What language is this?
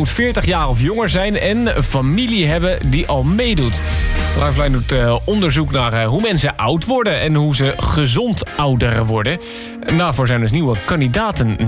Dutch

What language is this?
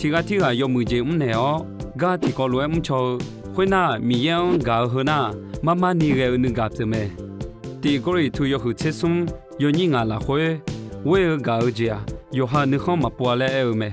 Akha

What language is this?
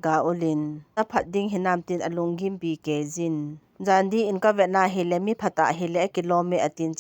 Thado Chin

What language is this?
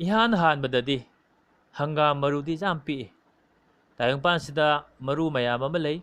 Manipuri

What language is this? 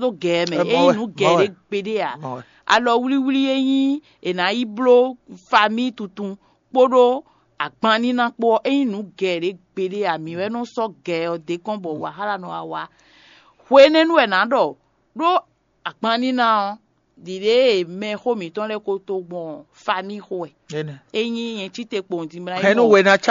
Fon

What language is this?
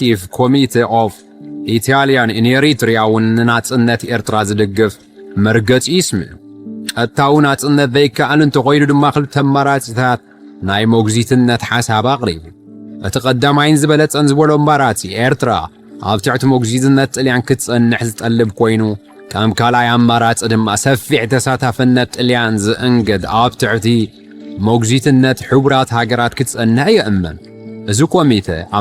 Tigrinya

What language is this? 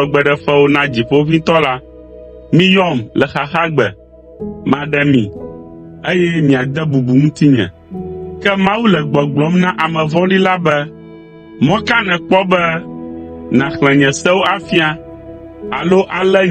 Ewe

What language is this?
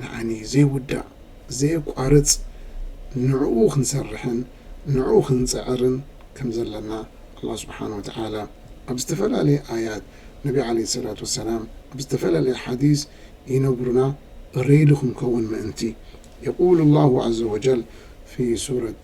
Tigrinya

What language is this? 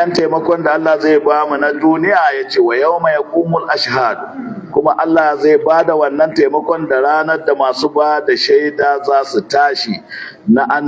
Hausa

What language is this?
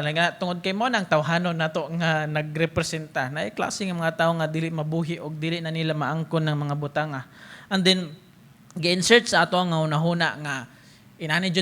Cebuano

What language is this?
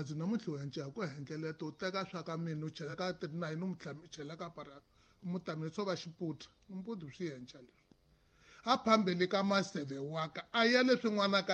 Tsonga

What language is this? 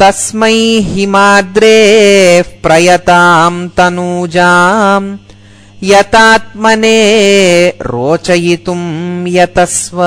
Sanskrit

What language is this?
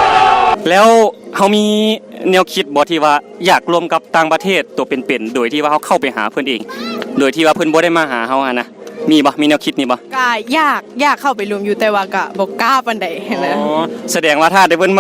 Lao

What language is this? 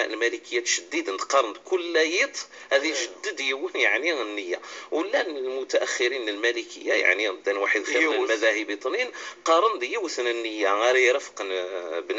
Kabyle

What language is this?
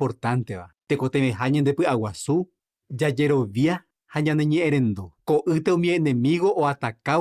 Guarani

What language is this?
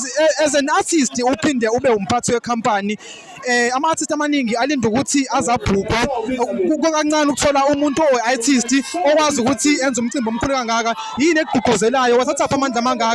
Zulu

